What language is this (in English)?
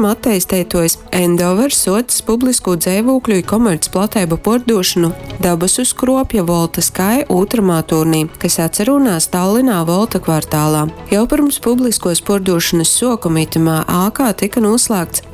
Latgalian